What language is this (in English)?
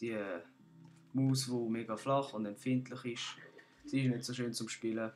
Swiss German